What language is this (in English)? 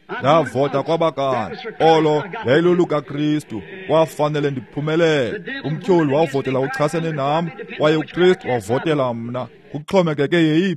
Xhosa